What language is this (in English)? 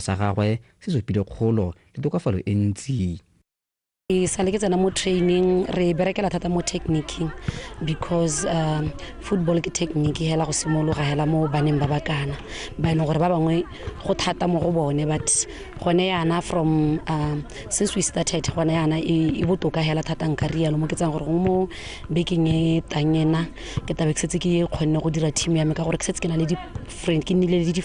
Tswana